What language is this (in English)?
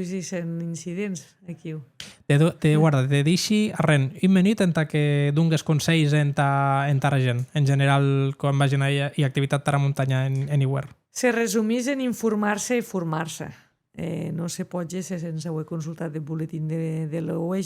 Occitan